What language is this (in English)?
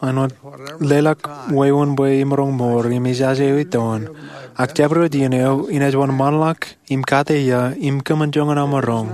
Marshallese